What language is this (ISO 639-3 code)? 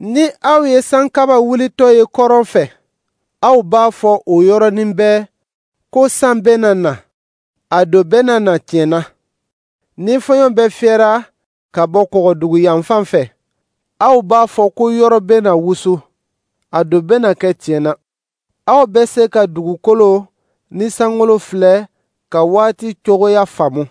dyu